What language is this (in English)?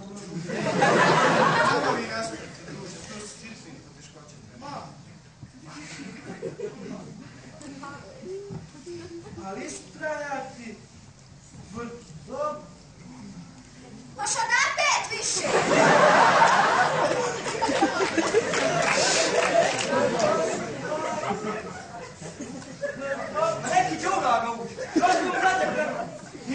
Bosnian